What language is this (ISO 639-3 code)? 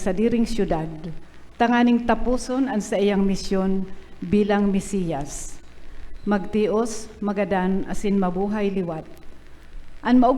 bik